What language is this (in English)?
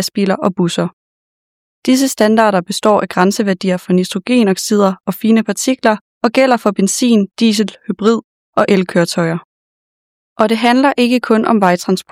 Danish